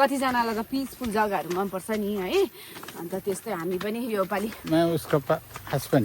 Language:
Nepali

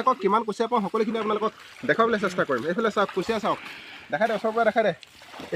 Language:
Assamese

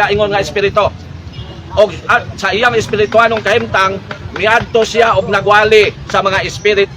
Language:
Cebuano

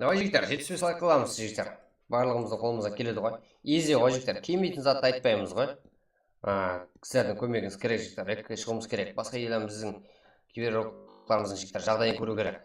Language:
Kara-Kalpak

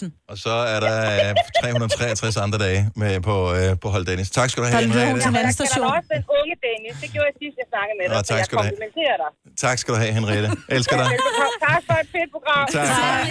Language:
Danish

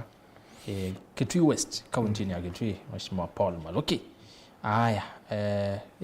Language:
Kamba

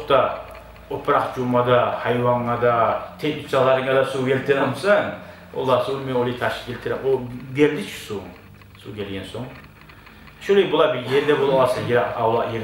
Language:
Kumyk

